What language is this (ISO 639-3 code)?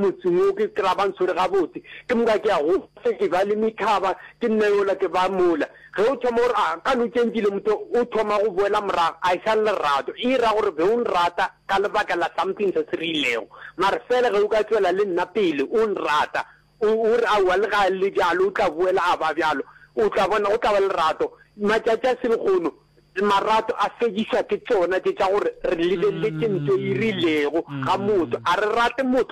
nso